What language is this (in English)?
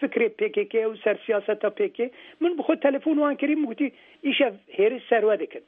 Kurdish